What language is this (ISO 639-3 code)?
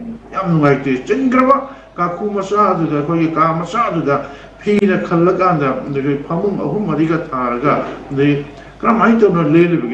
mni